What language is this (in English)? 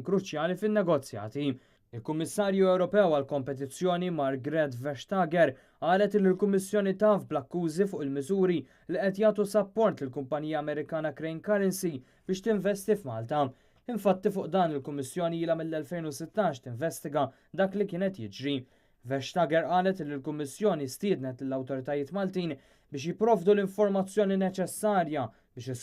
Maltese